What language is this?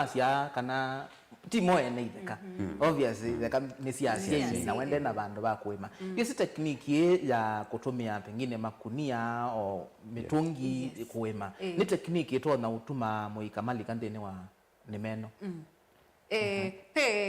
Kamba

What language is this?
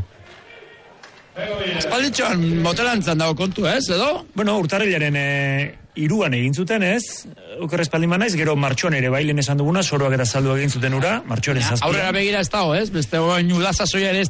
Basque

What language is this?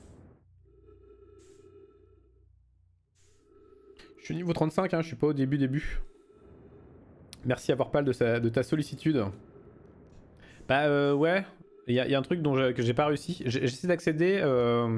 French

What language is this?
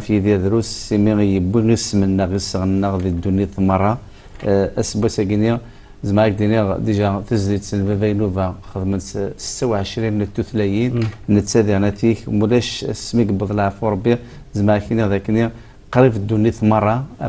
Kabyle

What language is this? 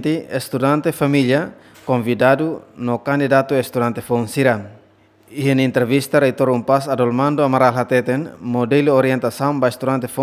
Tetum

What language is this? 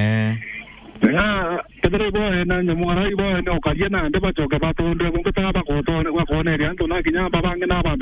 Meru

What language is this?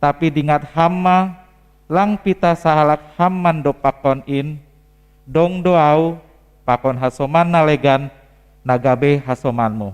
Batak Simalungun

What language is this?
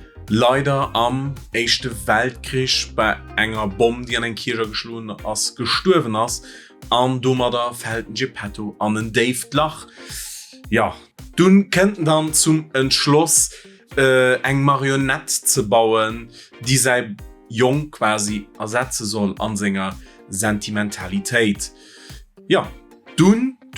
Luxembourgish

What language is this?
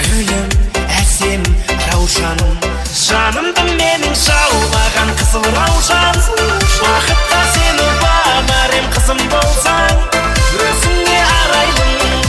Kara-Kalpak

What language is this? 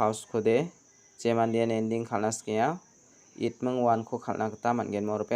Garo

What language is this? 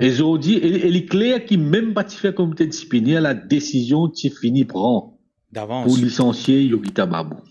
Morisyen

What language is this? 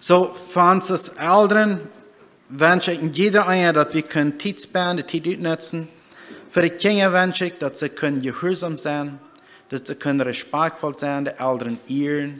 Plautdietsch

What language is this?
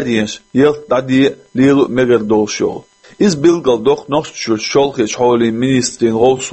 Chechen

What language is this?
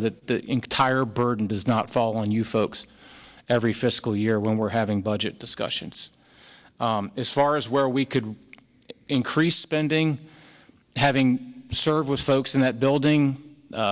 English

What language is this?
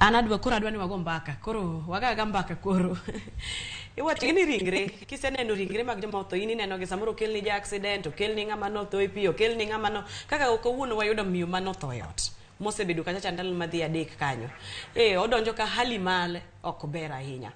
Luo (Kenya and Tanzania)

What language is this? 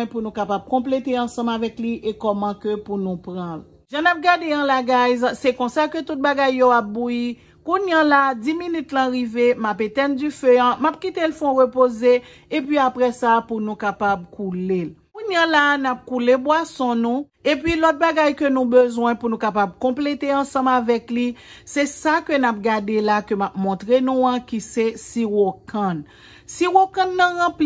Haitian Creole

